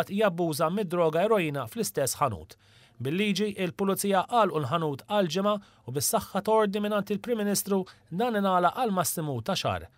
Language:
Maltese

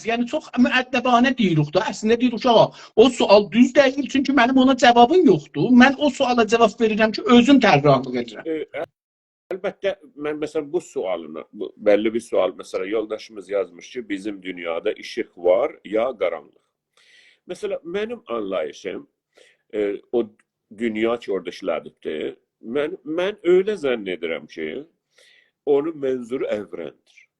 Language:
South Azerbaijani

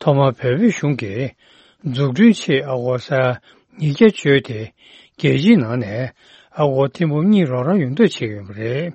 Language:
Tibetan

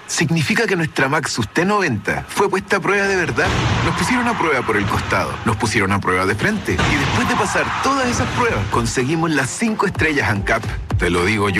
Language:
Spanish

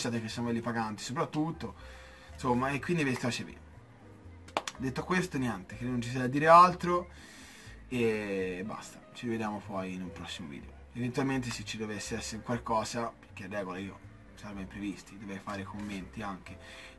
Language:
Italian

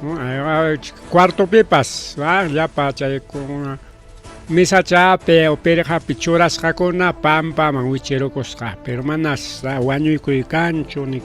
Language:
Ayacucho Quechua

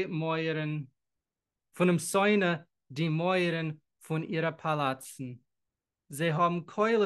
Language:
Yiddish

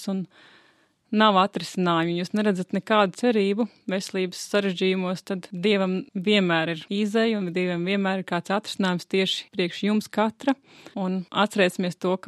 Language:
Latvian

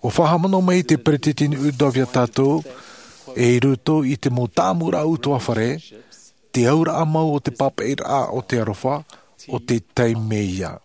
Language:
Latvian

